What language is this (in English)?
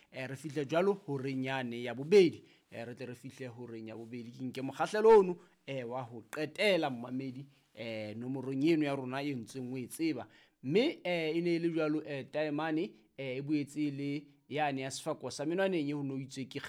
Southern Sotho